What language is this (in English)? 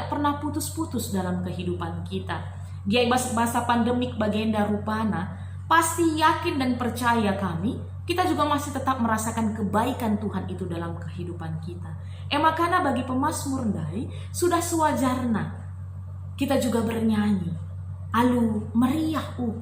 Batak Karo